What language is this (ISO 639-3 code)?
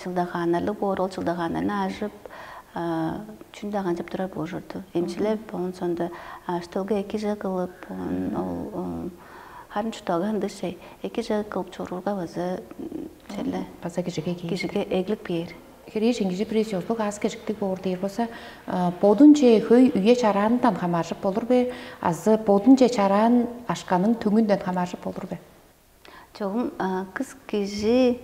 tyv